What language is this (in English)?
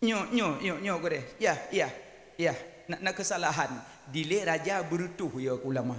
Achinese